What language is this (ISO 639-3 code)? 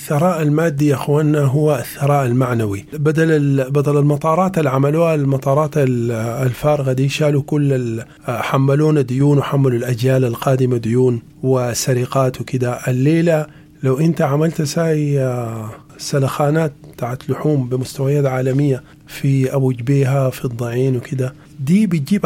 apd